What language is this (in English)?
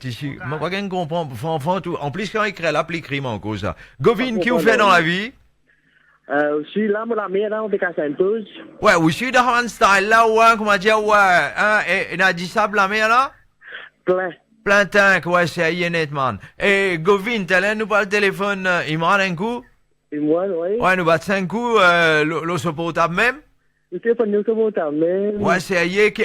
Morisyen